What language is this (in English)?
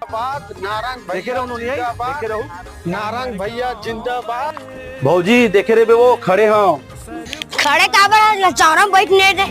Chhattisgarhi